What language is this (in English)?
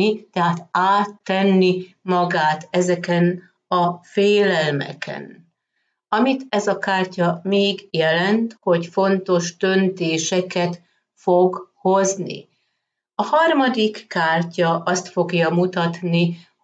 Hungarian